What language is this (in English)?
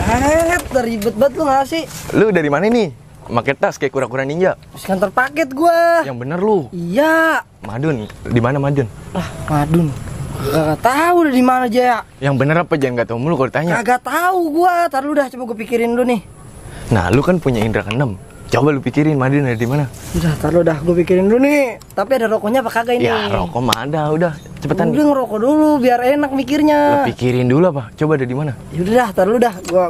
Betawi